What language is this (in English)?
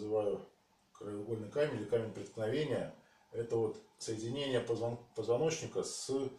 Russian